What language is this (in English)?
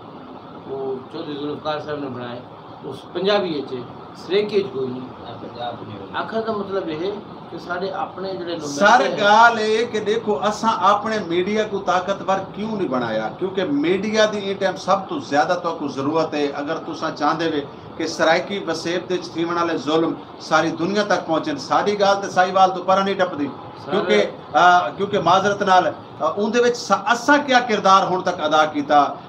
Saraiki